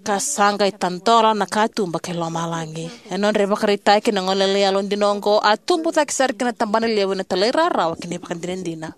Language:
Fijian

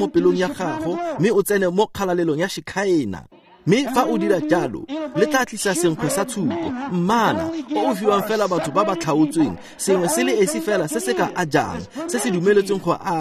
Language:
Tswana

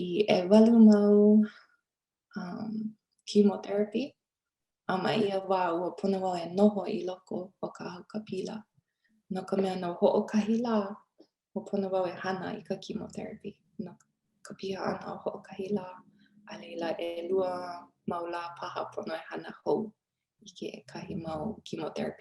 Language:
Hawaiian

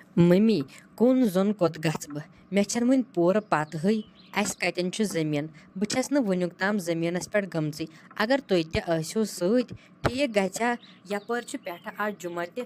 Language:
Kashmiri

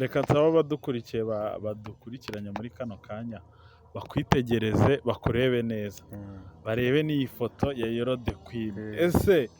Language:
Kinyarwanda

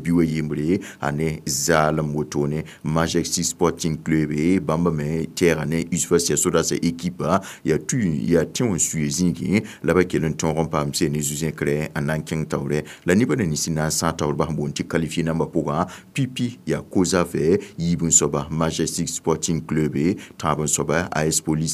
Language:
Mossi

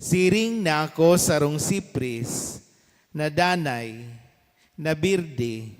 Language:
Bikol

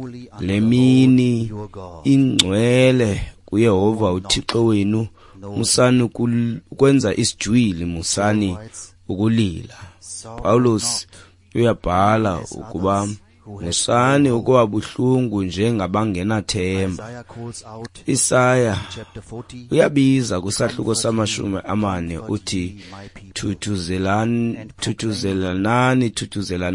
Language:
Xhosa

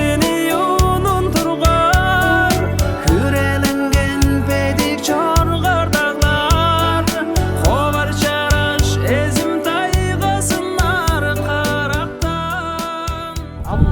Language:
Tuvinian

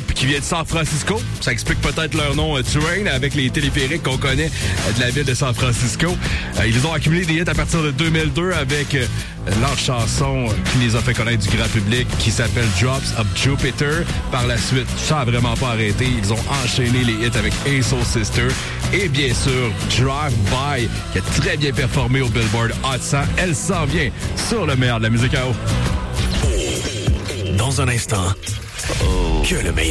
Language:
French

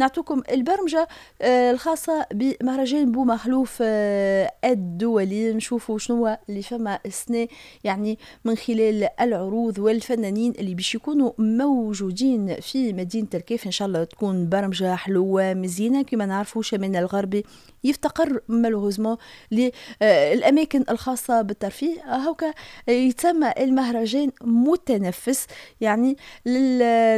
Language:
Tunisian Arabic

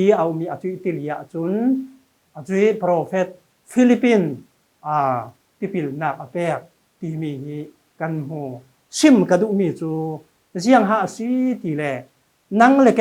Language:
Falam Chin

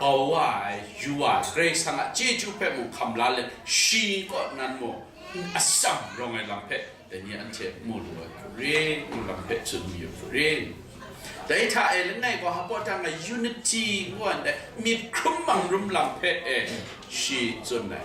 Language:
Kachin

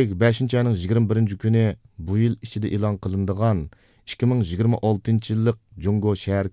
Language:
Uyghur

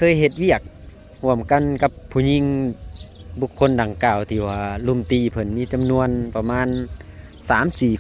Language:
Lao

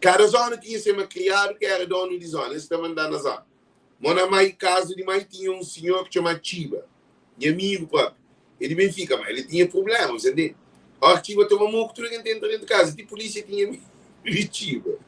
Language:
Kabuverdianu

